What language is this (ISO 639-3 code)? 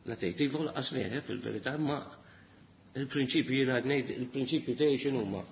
mlt